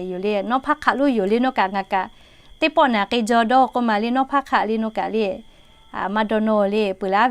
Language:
Lahu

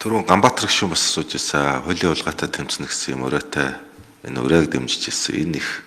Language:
Mongolian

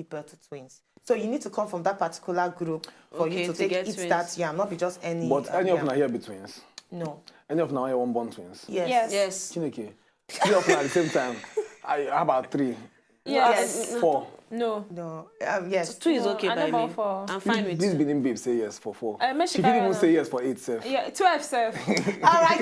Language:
Nigerian Pidgin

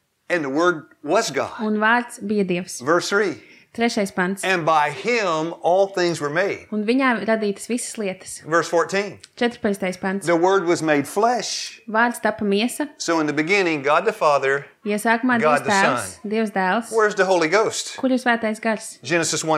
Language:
Latvian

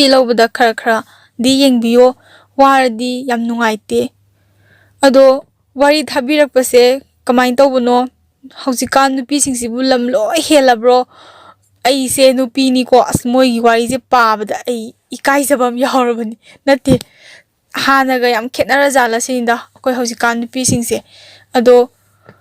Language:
Manipuri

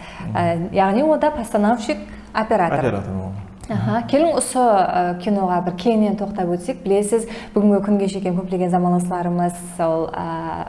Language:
Kara-Kalpak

